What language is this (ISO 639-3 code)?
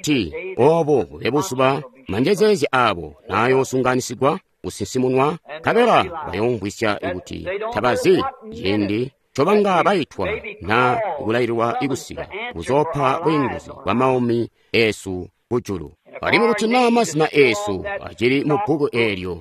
toi